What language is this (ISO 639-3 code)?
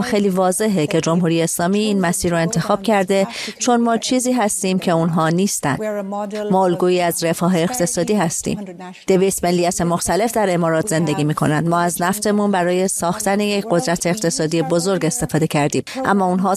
fas